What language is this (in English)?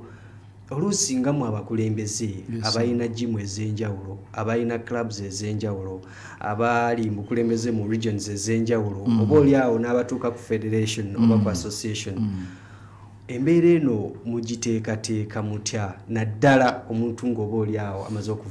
Ganda